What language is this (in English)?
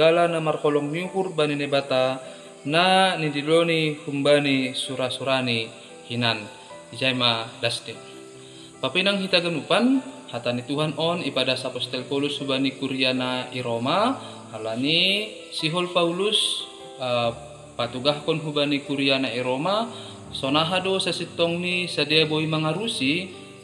Batak Simalungun